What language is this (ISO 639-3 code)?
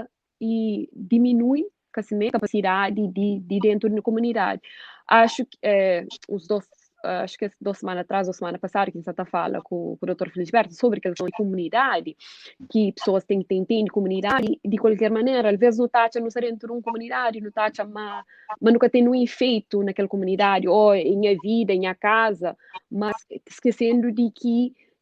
kea